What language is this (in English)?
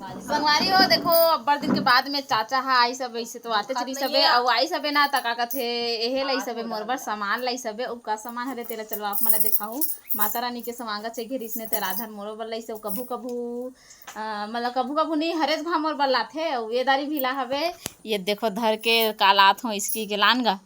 Chhattisgarhi